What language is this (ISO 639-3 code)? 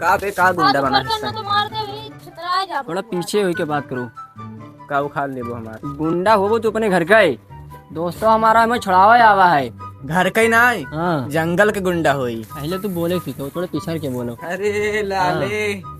awa